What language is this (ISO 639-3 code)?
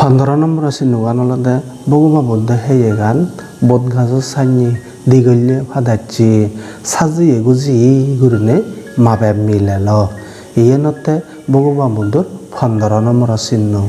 ccp